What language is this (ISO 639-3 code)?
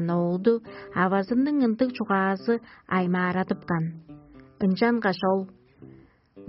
tyv